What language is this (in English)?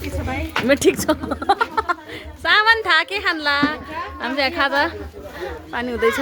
Nepali